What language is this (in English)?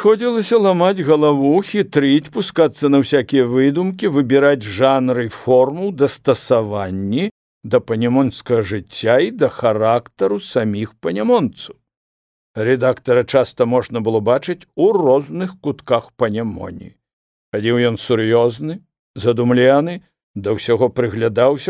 Belarusian